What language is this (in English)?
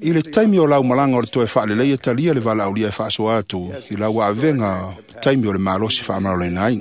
Samoan